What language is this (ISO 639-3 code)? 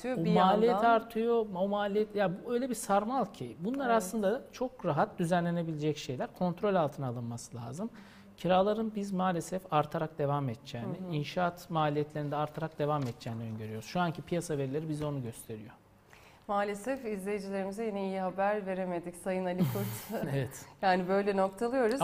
tur